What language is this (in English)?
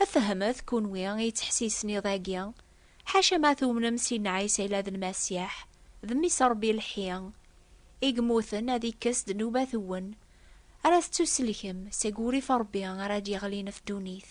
Kabyle